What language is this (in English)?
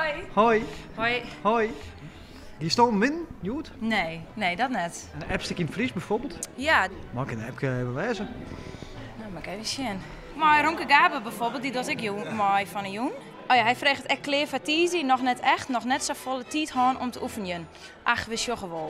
Western Frisian